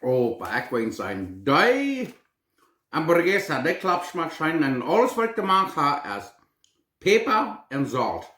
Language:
Plautdietsch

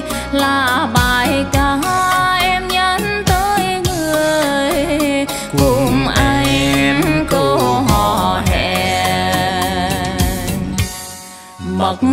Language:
Vietnamese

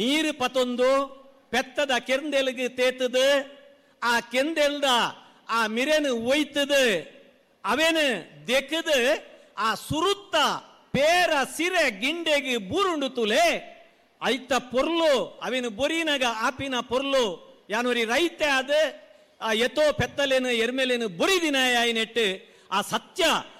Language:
Tulu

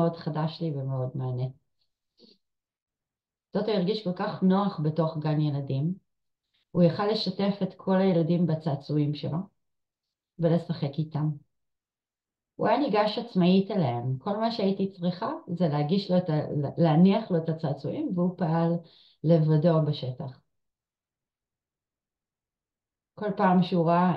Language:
Hebrew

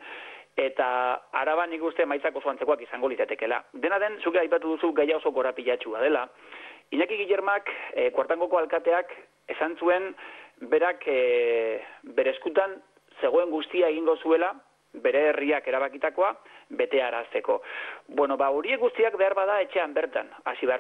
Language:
Basque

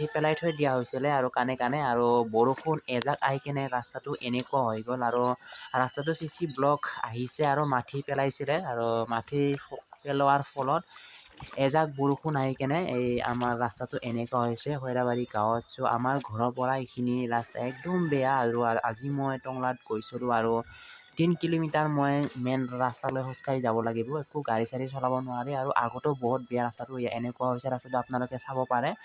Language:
Assamese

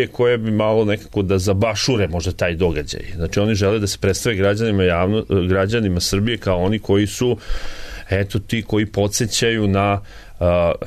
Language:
Serbian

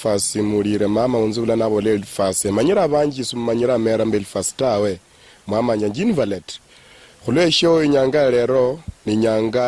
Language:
Luyia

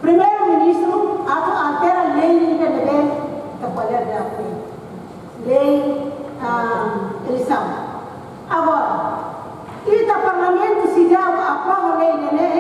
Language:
Tetum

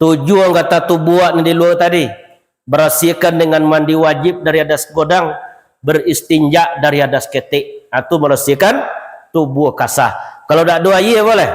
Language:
Minangkabau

